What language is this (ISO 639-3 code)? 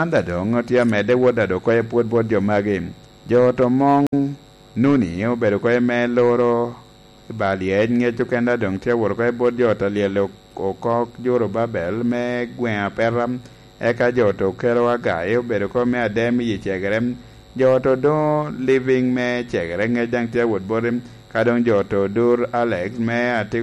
laj